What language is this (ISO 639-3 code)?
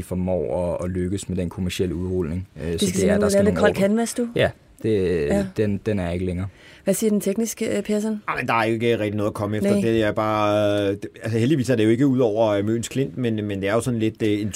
dan